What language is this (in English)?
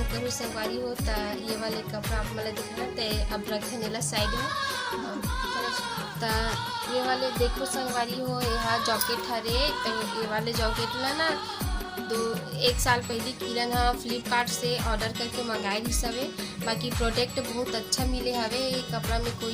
Chhattisgarhi